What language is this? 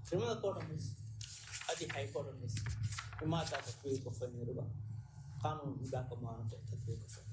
Divehi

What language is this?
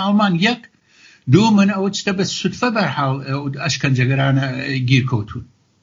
Central Kurdish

